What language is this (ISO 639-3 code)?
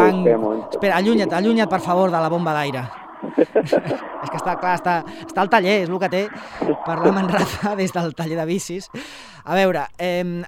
cat